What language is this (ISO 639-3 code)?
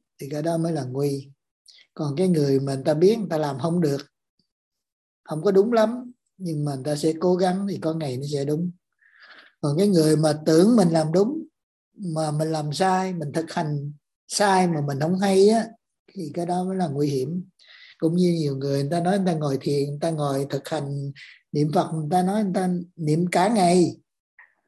vie